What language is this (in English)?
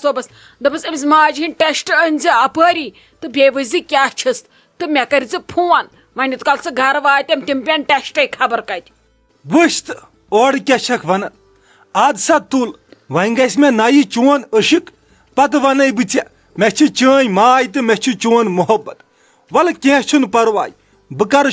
Kashmiri